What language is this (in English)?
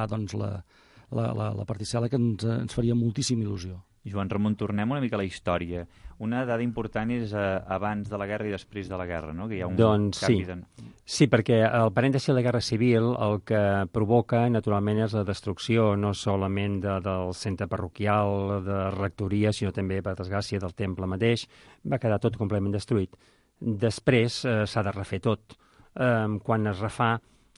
Catalan